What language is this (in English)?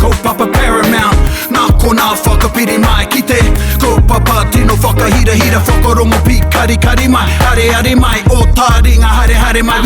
Māori